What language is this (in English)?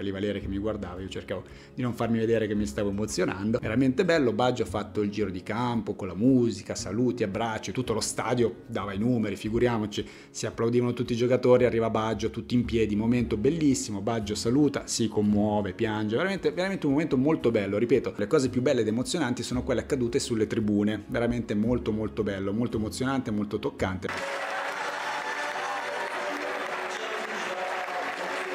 Italian